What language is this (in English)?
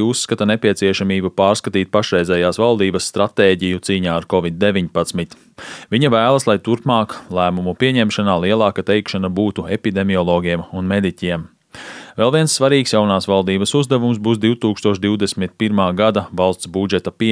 Latvian